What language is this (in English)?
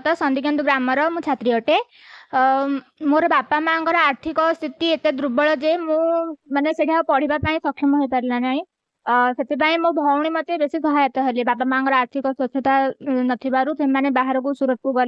Odia